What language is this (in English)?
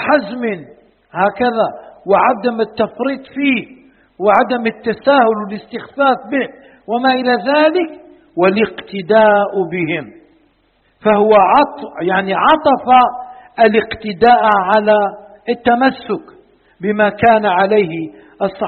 Arabic